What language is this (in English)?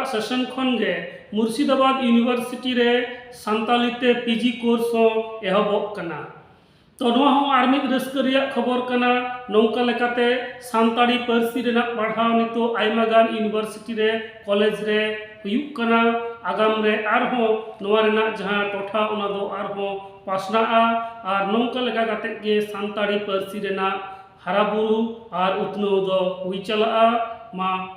Santali